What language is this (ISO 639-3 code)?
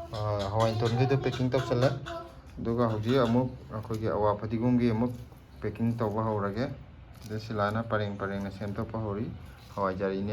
mni